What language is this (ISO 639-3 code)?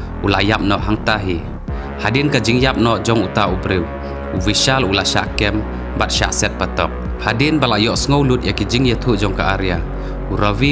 kha